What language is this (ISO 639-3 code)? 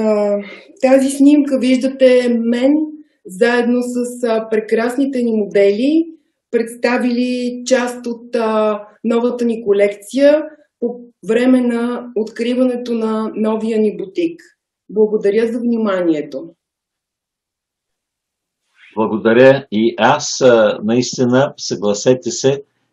bul